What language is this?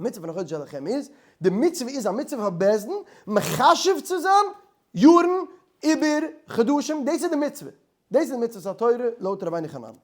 Yiddish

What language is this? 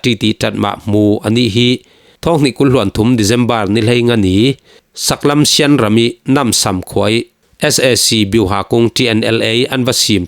Falam Chin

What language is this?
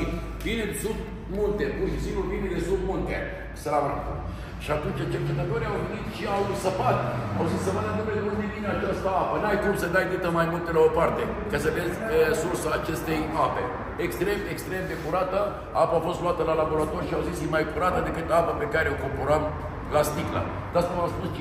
Romanian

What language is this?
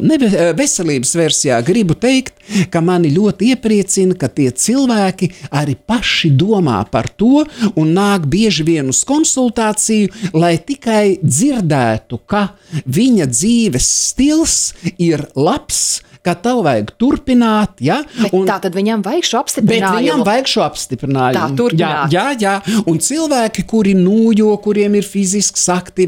Latvian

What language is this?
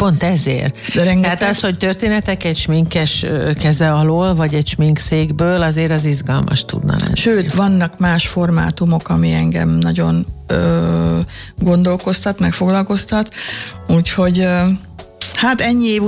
Hungarian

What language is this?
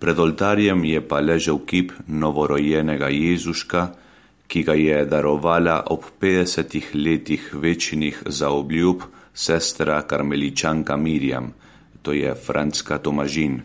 Slovenian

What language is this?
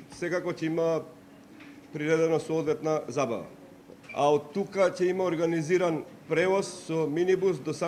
Macedonian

